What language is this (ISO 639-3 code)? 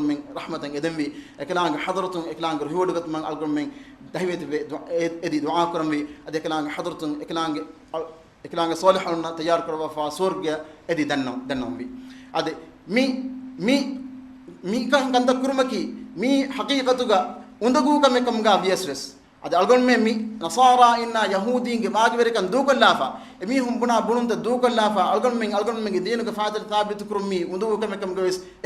div